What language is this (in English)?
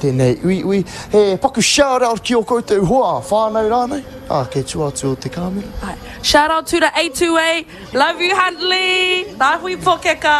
Māori